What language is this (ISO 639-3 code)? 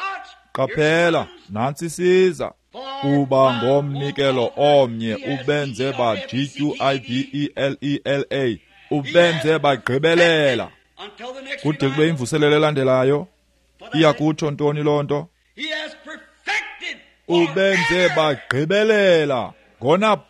xho